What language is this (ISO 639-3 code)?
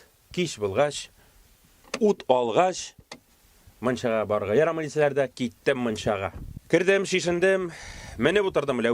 tat